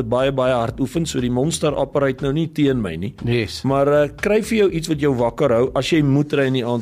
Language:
Afrikaans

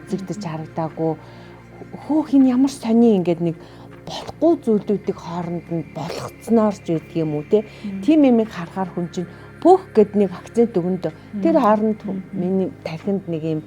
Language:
Mongolian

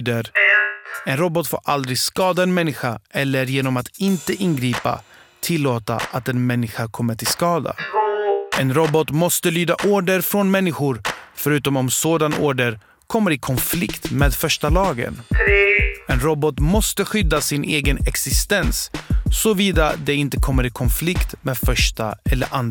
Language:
Swedish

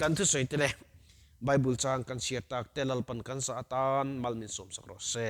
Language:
Mizo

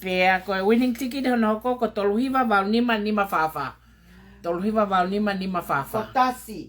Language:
Tongan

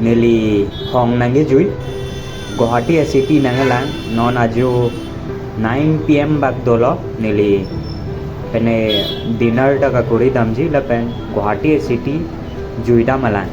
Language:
Karbi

